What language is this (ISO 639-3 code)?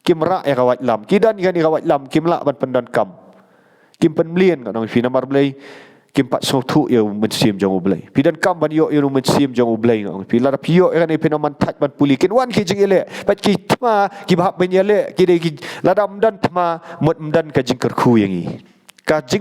kha